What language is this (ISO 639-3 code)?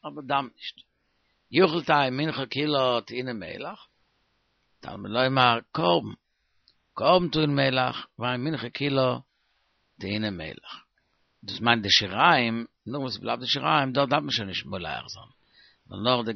yid